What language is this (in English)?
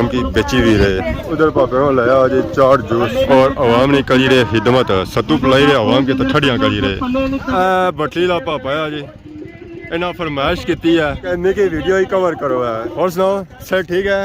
Pahari-Potwari